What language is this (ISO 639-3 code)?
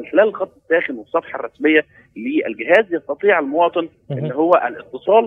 arz